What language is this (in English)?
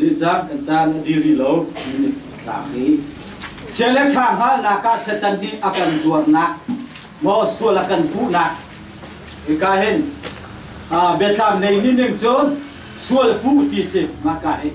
Hakha Chin